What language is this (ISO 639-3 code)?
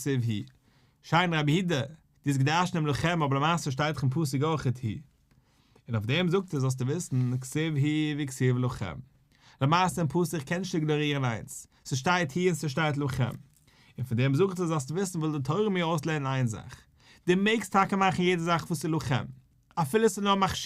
yid